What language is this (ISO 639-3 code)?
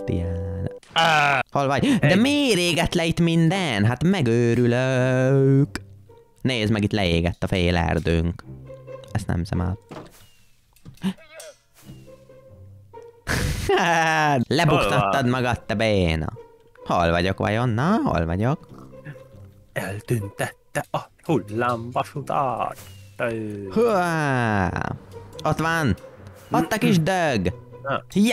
hun